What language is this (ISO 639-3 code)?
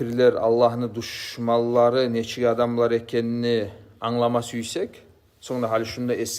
kum